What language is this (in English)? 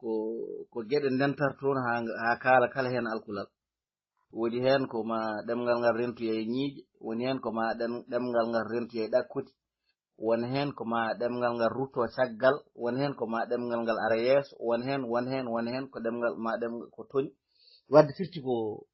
Fula